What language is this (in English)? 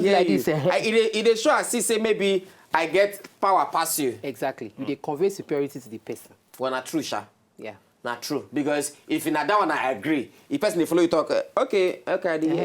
Nigerian Pidgin